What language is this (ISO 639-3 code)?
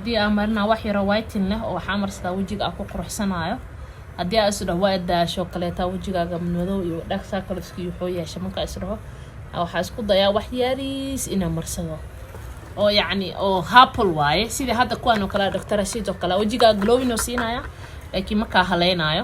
som